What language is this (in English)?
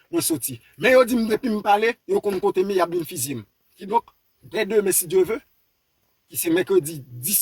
Haitian Creole